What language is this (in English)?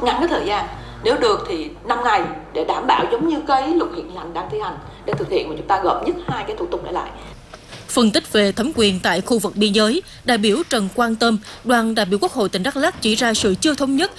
Vietnamese